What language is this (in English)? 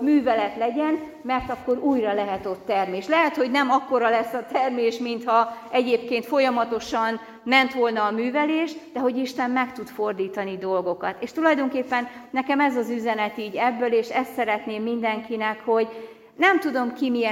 Hungarian